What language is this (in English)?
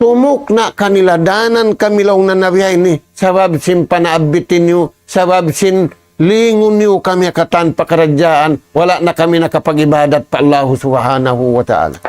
Tausug